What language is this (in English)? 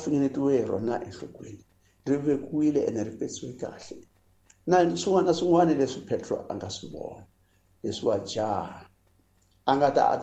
Tsonga